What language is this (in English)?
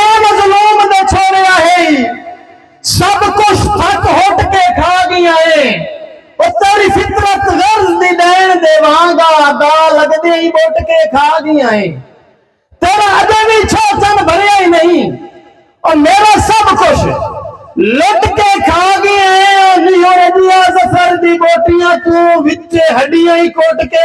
Saraiki